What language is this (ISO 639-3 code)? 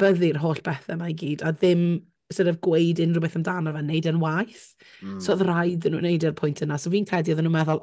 cym